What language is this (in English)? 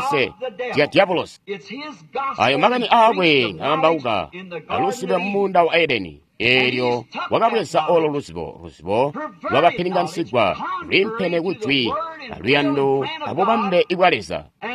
Tonga (Zambia)